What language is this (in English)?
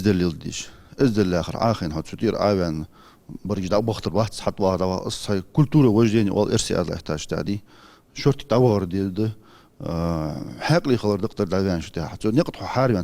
Ingush